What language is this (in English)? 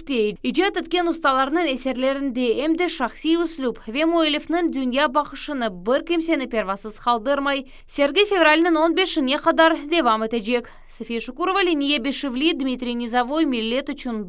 Crimean Tatar